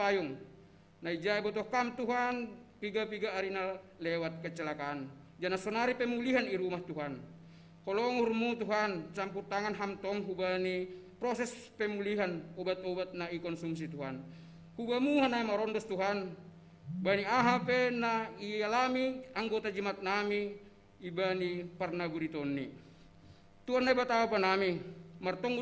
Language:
Batak Simalungun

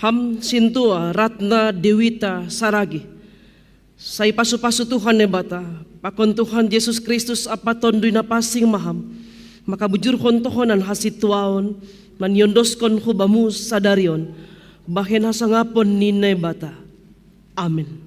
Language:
Batak Simalungun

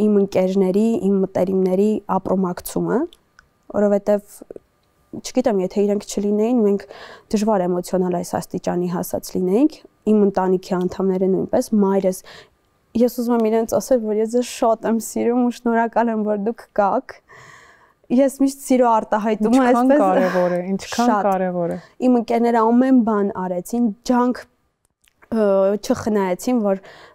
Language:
Armenian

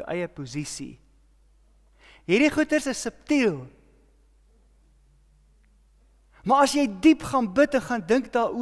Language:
Afrikaans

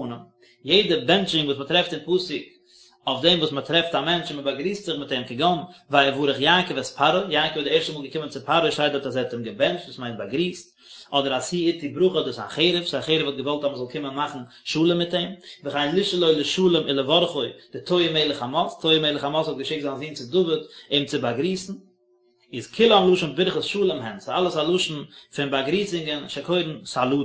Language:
Yiddish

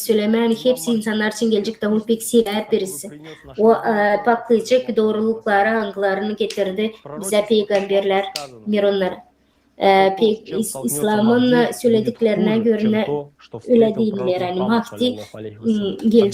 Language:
Gagauz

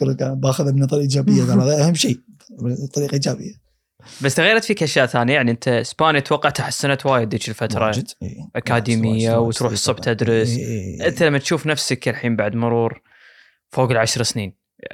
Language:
Gulf Arabic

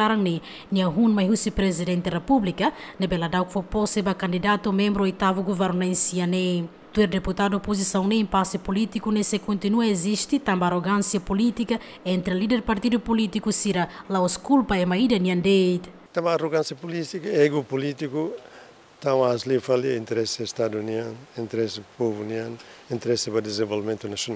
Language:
Tetum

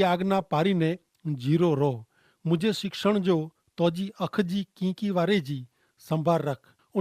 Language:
Kachhi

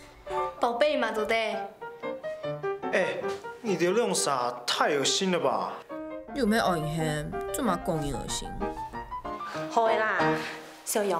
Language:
Hakka Chinese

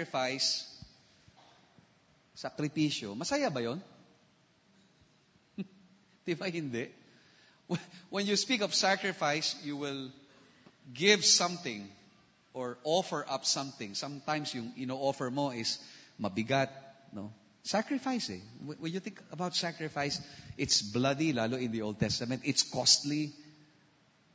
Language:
Filipino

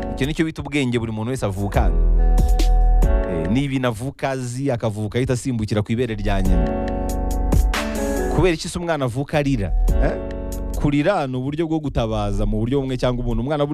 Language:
Kinyarwanda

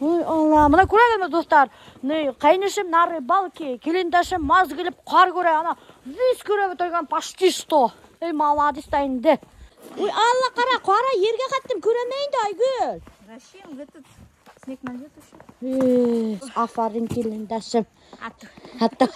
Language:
Bashkir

